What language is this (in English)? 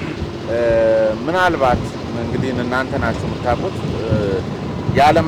Amharic